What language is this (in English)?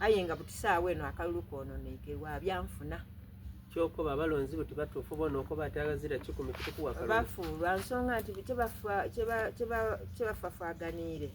Soga